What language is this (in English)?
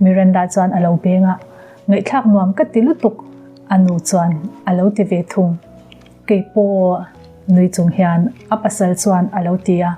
Mizo